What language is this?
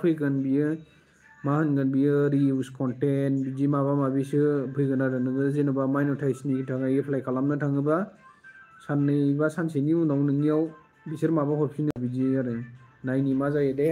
Bodo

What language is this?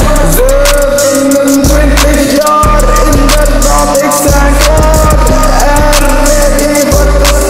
Dutch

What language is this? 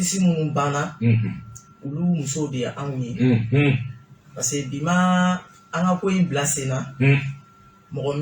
Bambara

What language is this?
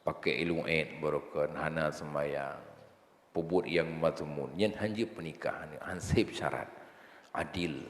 Achinese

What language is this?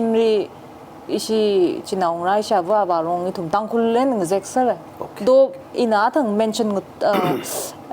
Tangkhul Naga (India)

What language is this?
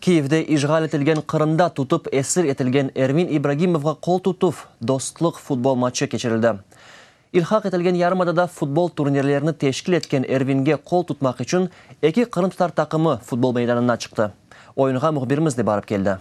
Crimean Tatar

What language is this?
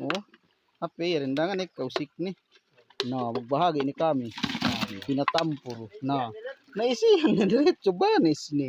Yakan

